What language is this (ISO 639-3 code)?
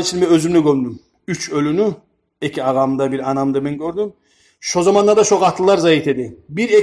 kum